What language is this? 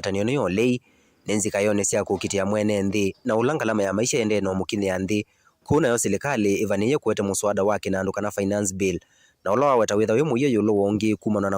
Kamba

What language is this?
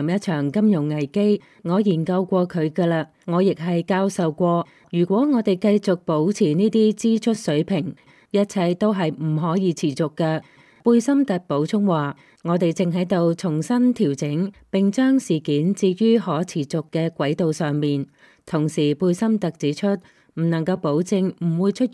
Cantonese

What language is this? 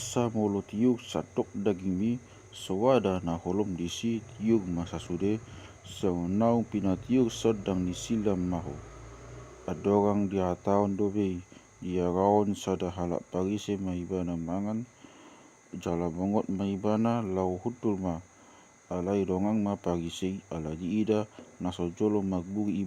Batak Toba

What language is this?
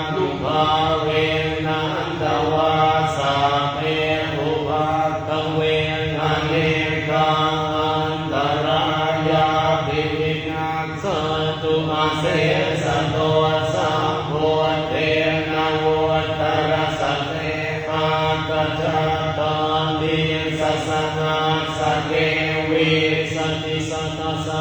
Pali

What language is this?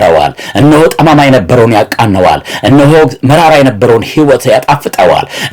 Amharic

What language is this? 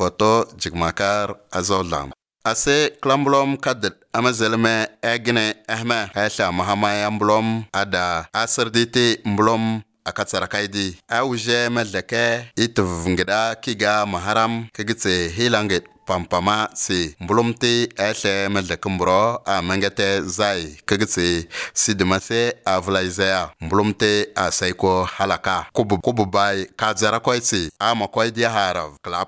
Estonian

